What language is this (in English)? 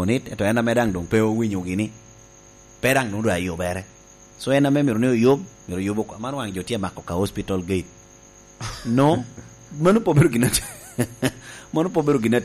Lango (Uganda)